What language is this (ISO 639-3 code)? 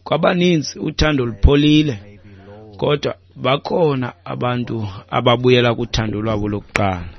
xho